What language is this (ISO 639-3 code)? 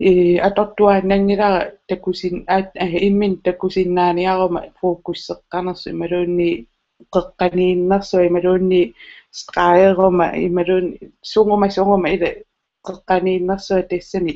kal